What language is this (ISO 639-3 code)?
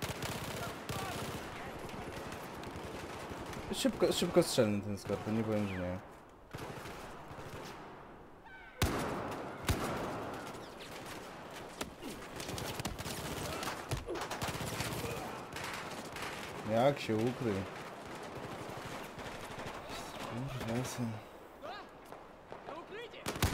pol